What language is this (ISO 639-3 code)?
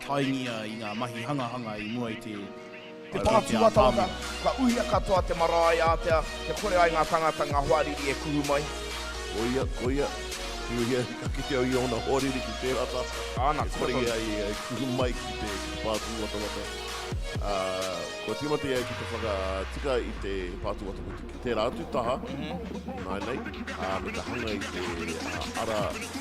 mri